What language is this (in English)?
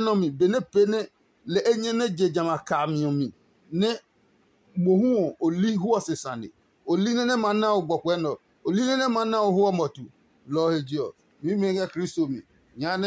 Adangme